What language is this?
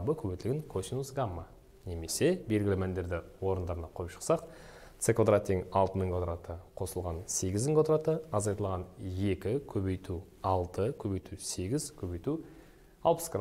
Kazakh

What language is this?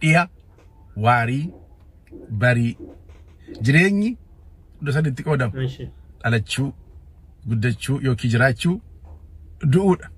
Oromo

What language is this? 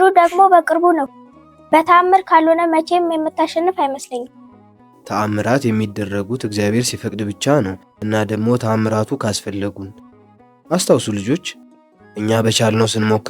Amharic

